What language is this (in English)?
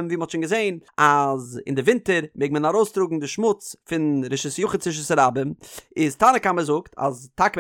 Yiddish